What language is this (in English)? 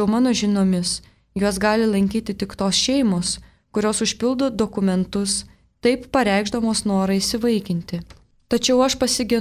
Lithuanian